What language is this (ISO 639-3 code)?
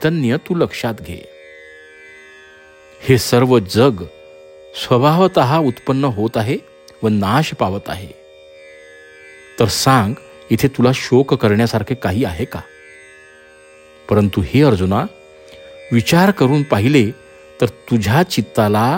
mar